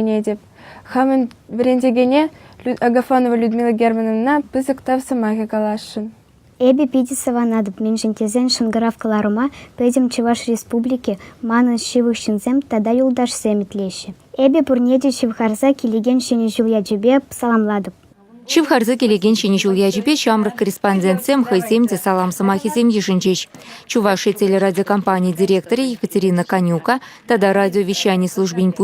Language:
Chuvash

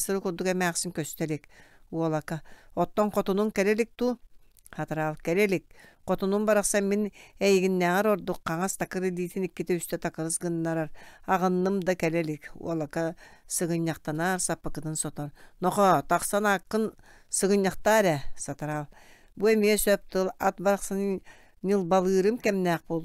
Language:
Yakut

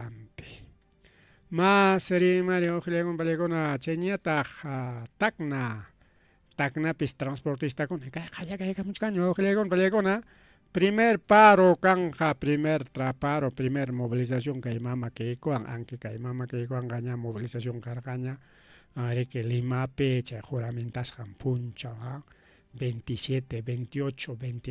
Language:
Ayacucho Quechua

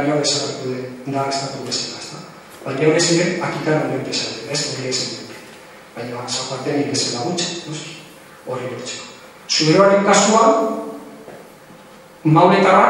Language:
Basque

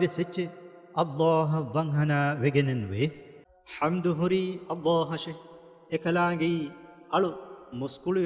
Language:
Divehi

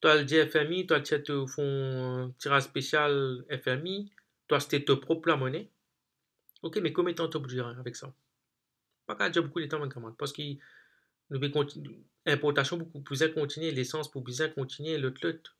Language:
Morisyen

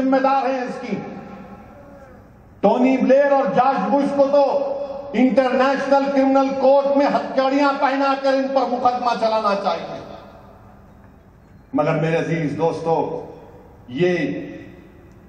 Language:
Urdu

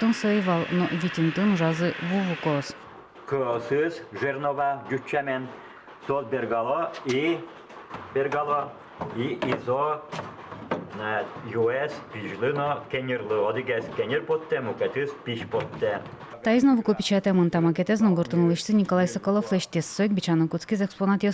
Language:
Udmurt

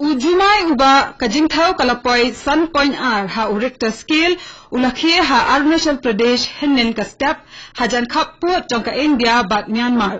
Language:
Khasi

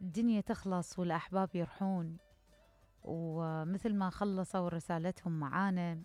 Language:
Mesopotamian Arabic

